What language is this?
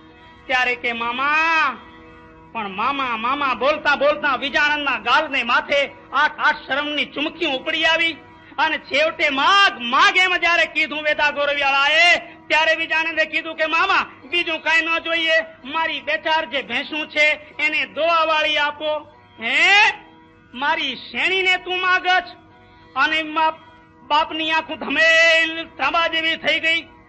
Gujarati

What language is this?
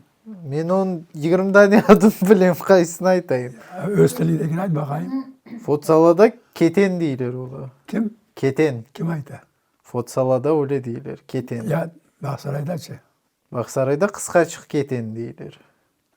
Crimean Tatar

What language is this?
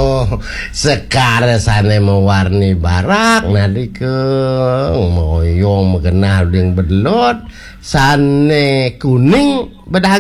Balinese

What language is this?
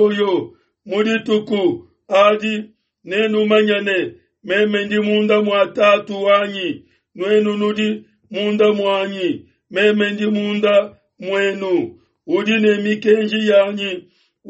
Luba-Lulua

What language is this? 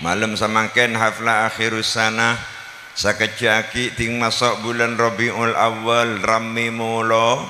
Madurese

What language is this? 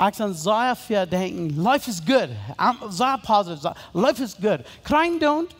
Plautdietsch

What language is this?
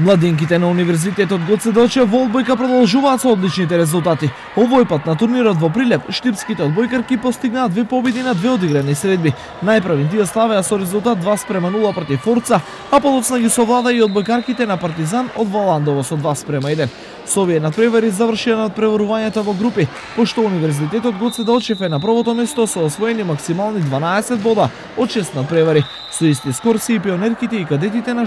Macedonian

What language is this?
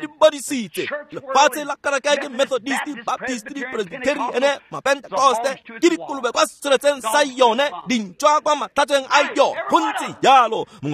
Tswana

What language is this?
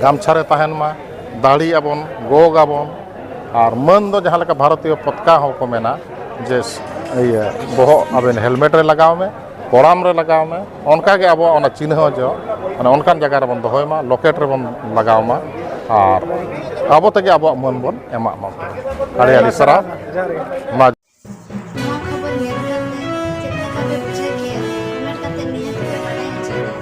Santali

